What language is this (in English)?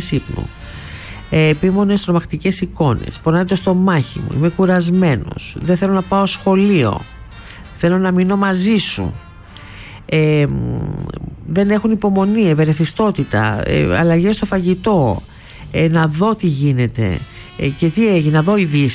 Greek